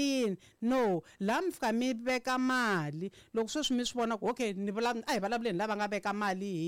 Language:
Tsonga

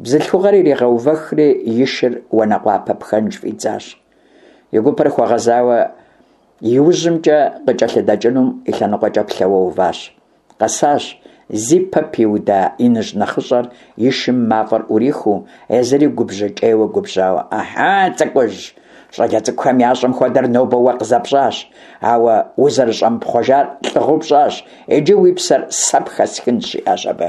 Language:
Kabardian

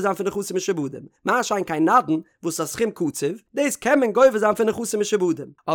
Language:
Yiddish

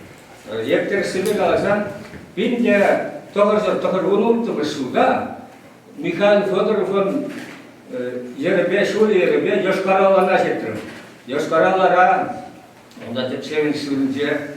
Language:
Chuvash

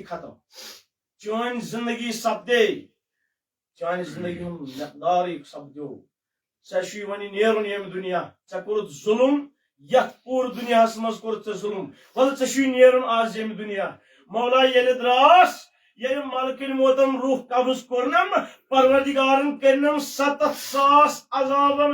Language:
Kashmiri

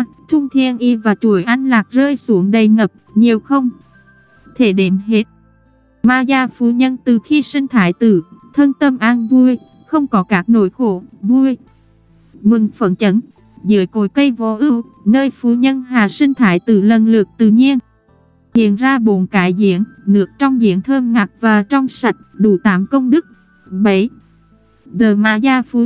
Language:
Vietnamese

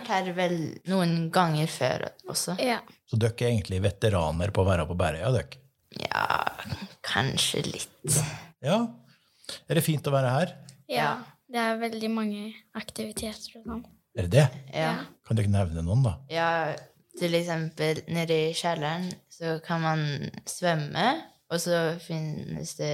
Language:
Norwegian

